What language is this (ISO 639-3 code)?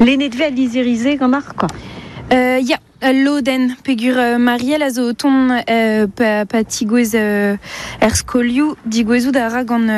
bre